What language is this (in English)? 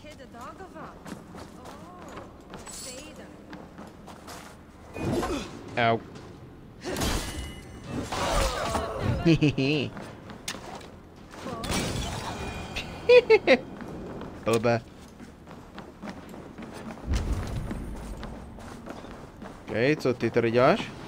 Czech